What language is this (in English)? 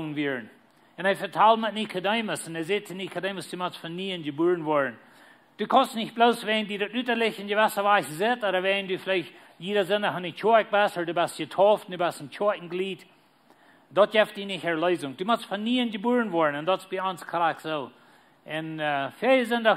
Plautdietsch